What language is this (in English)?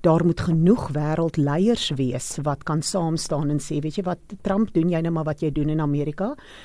Afrikaans